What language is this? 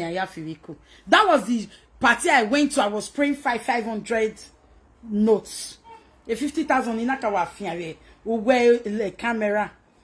Nigerian Pidgin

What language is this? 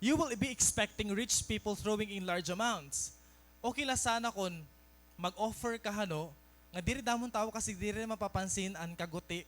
Waray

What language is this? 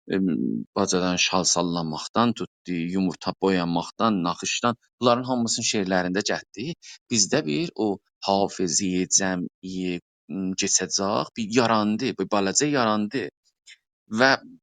South Azerbaijani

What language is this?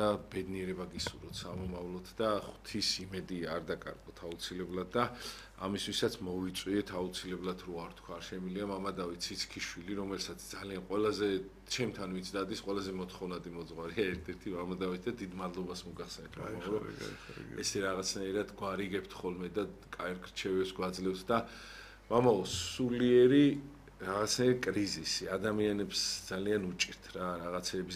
Georgian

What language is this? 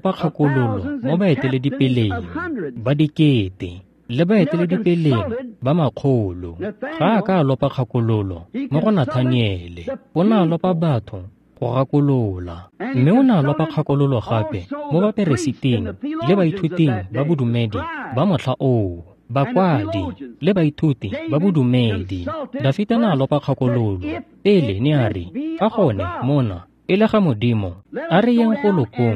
Tswana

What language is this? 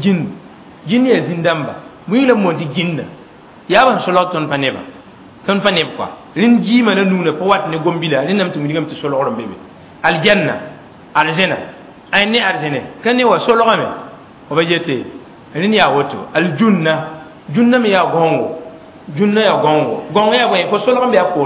Mossi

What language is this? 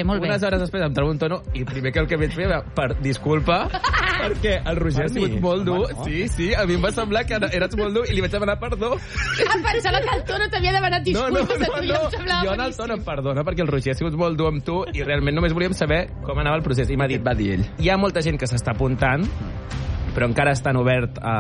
Catalan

